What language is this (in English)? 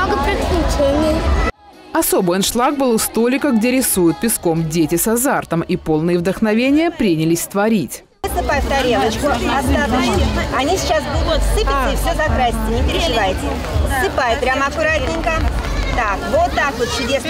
Russian